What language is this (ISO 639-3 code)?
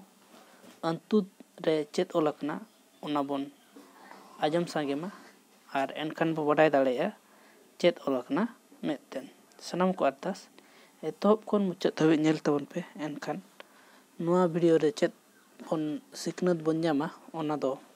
sat